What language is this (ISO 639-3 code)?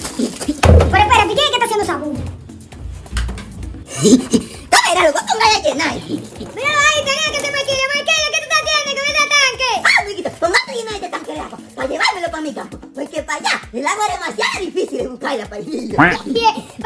spa